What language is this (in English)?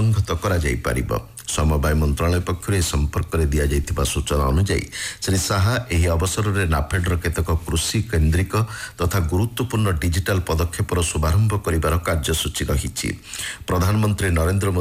Odia